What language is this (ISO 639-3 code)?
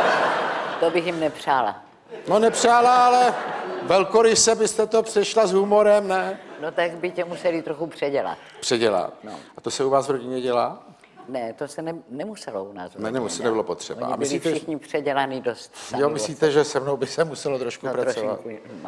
ces